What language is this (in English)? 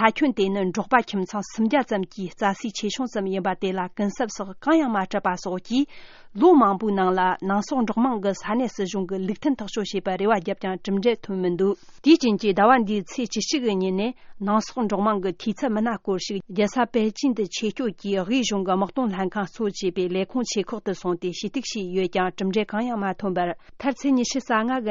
Tibetan